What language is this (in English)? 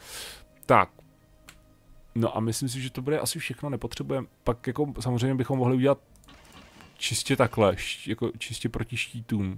Czech